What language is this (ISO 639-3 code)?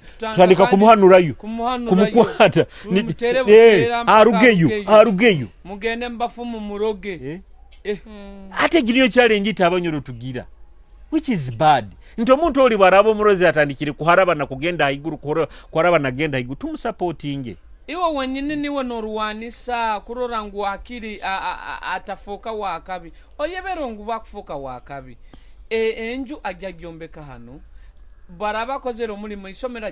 nyo